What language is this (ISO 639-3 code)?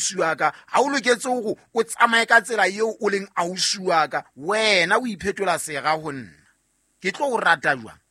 sot